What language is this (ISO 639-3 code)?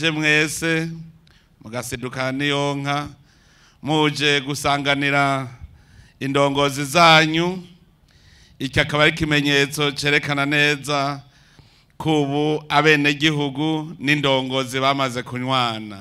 run